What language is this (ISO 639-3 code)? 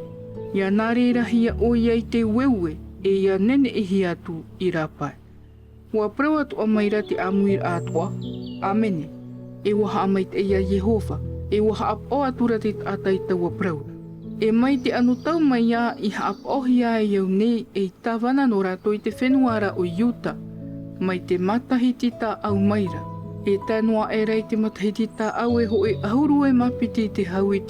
tah